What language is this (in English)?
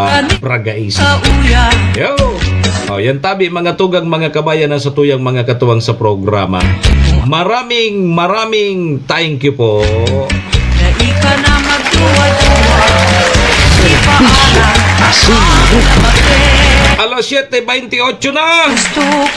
Bikol